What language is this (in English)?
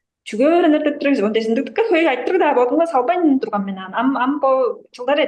Tuvinian